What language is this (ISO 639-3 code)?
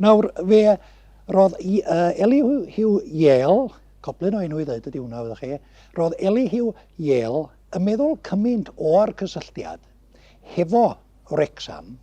cym